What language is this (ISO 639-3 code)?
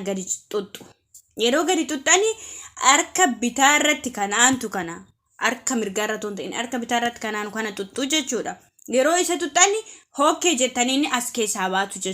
orm